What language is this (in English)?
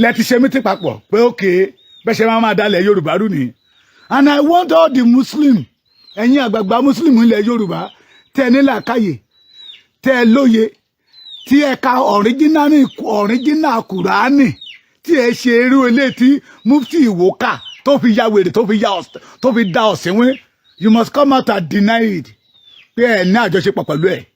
Yoruba